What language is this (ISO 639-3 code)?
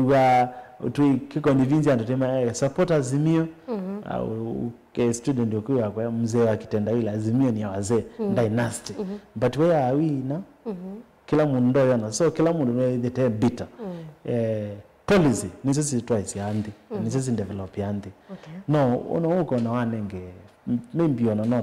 kam